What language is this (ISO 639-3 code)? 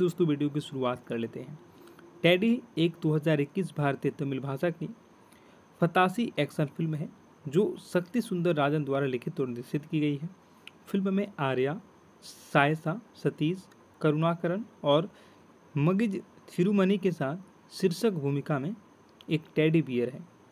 hin